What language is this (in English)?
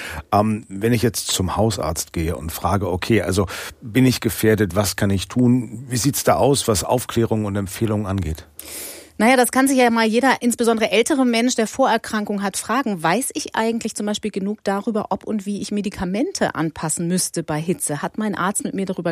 German